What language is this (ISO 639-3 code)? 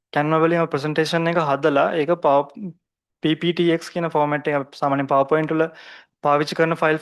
sin